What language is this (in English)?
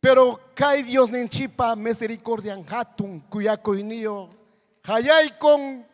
Ayacucho Quechua